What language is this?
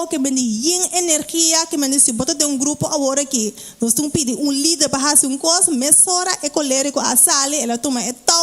Papiamento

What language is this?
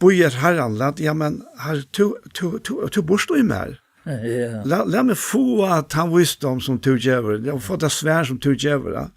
Faroese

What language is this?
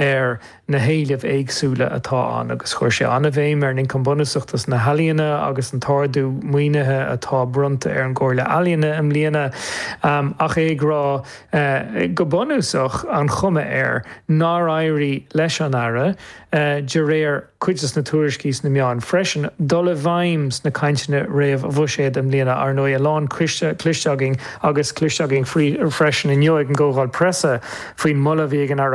Irish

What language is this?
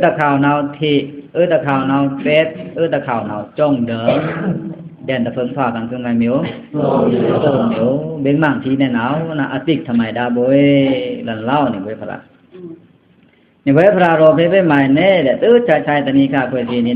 Pa'o Karen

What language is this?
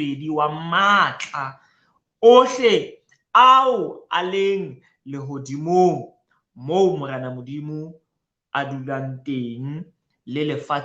Southern Sotho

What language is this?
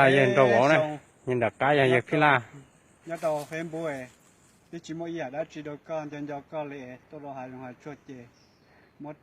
Hmong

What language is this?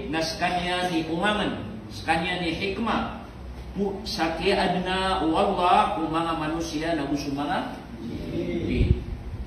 Maranao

